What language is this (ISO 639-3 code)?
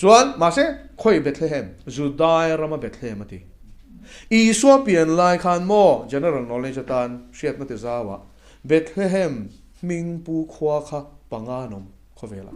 lus